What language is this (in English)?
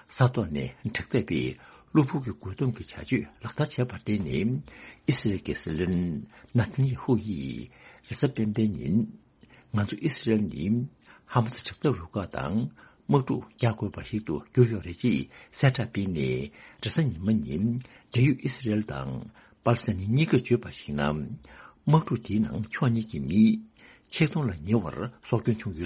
Tibetan